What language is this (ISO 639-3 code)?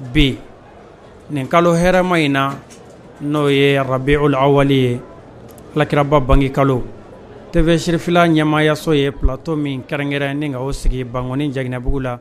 bam